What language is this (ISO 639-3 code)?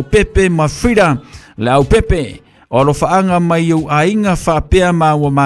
smo